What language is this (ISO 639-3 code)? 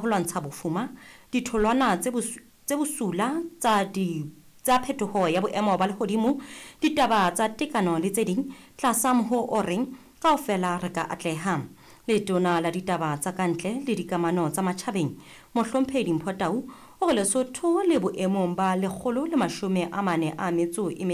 sot